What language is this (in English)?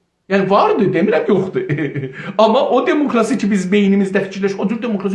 South Azerbaijani